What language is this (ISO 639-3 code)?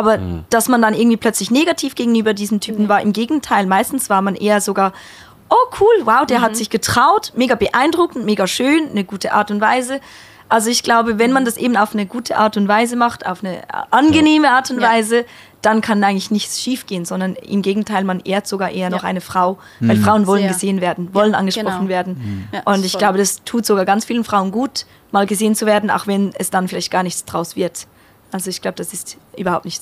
gsw